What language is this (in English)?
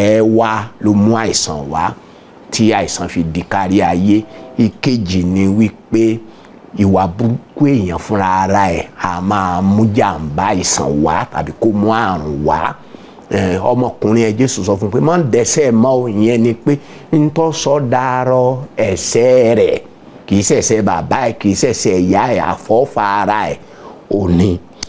Yoruba